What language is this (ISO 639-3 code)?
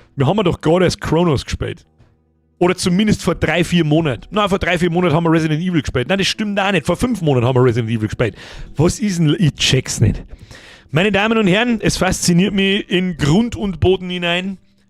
bar